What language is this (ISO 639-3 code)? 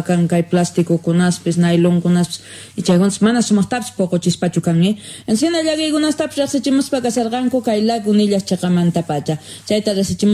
que